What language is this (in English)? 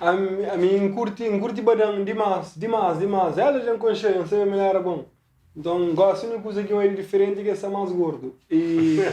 Kabuverdianu